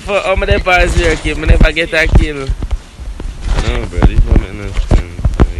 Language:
Jamaican Creole English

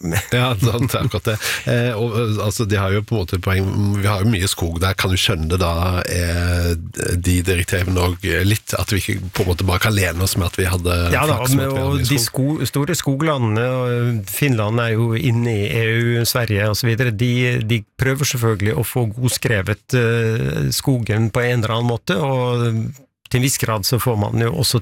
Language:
Norwegian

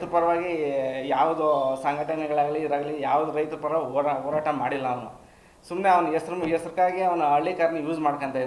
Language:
Kannada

